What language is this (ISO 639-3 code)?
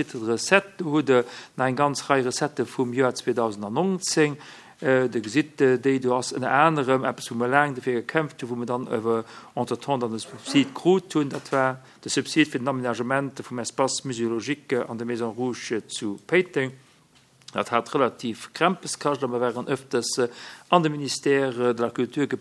ltz